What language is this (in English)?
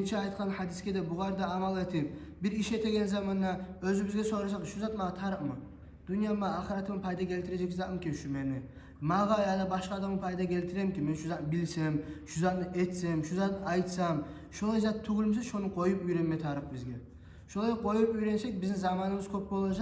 Kumyk